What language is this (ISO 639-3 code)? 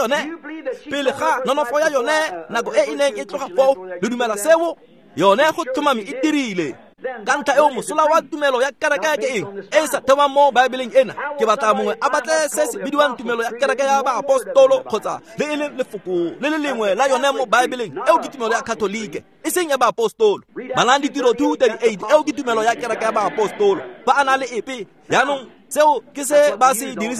tsn